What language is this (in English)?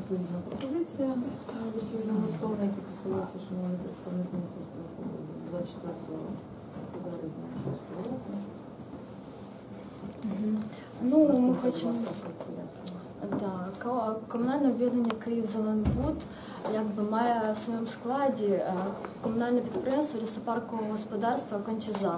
Ukrainian